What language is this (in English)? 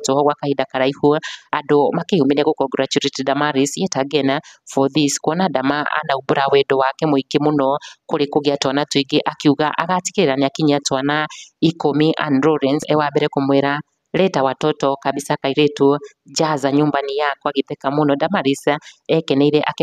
Kikuyu